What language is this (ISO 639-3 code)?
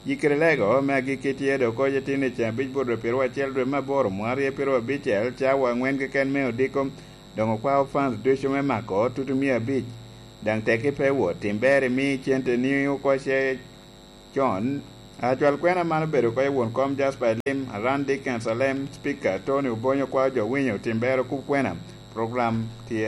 laj